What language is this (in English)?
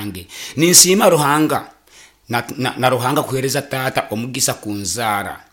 Nyoro